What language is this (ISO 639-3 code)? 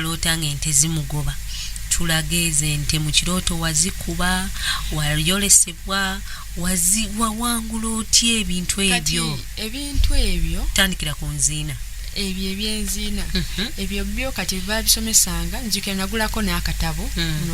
lug